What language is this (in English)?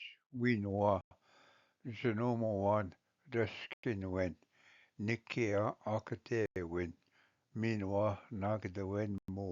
Ojibwa